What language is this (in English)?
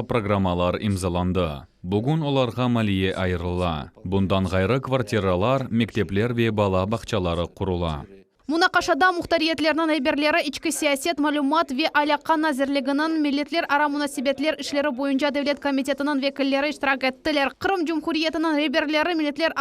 Crimean Tatar